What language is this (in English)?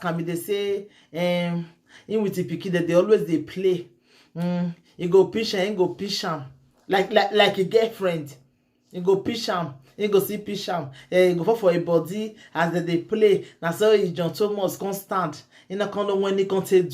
Nigerian Pidgin